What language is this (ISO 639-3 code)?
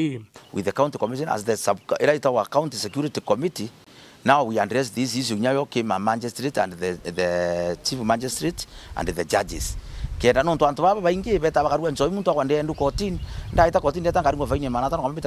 mer